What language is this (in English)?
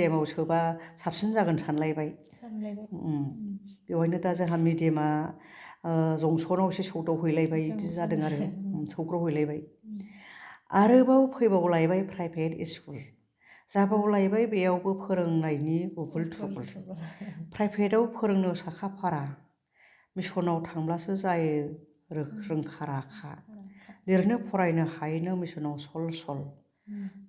Bodo